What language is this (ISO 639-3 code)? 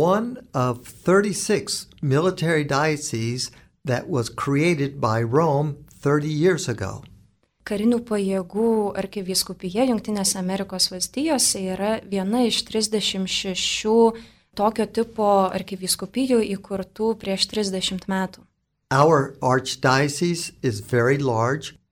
lit